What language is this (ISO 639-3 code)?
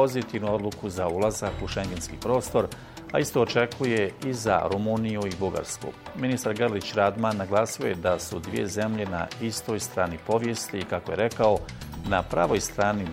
bos